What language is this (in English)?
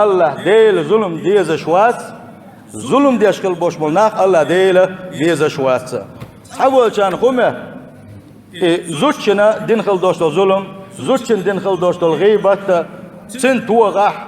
Chechen